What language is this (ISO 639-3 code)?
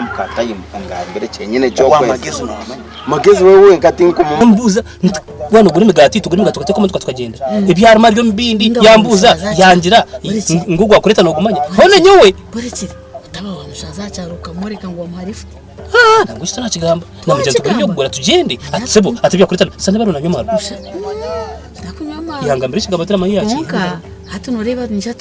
nyn